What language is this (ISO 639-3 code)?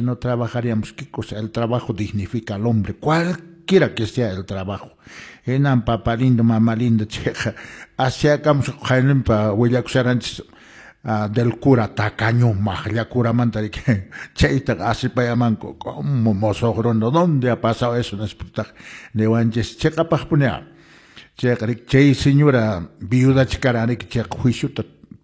que